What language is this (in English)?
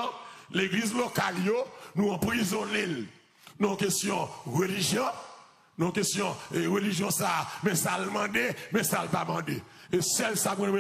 Haitian Creole